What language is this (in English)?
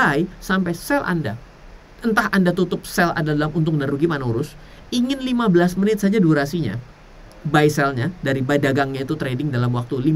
Indonesian